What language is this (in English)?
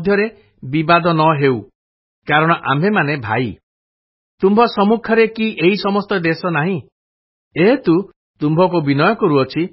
Odia